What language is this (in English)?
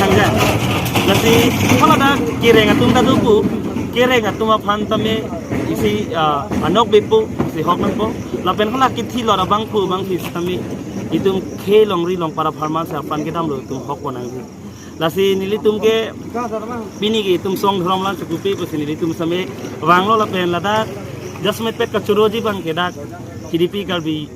Karbi